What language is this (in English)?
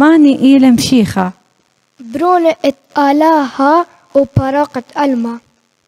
Assyrian Neo-Aramaic